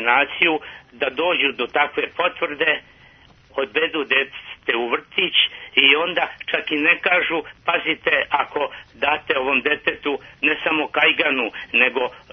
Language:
Serbian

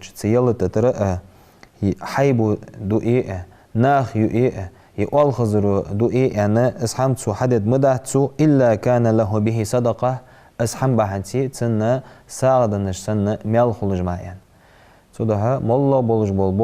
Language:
Ingush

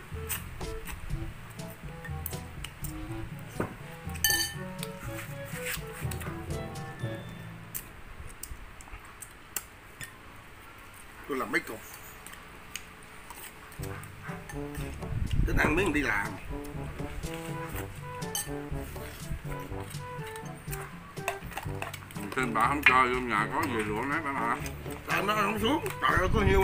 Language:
Vietnamese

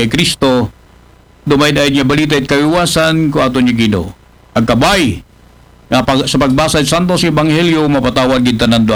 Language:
Aklanon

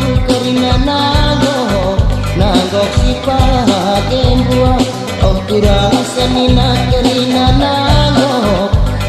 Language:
Batak Karo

